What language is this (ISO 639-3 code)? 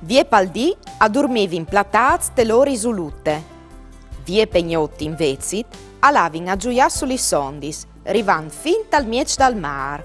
fur